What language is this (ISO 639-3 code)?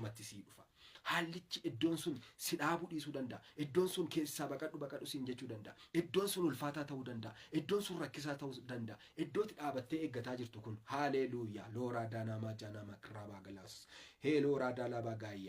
orm